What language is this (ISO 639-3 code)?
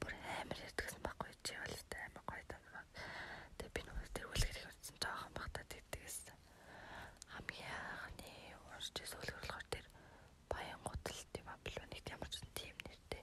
mon